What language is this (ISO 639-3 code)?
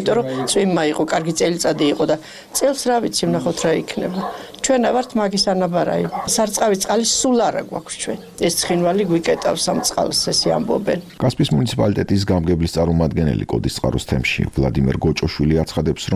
kat